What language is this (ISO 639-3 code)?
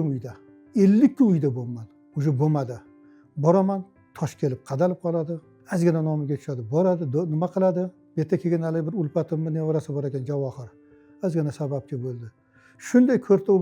uzb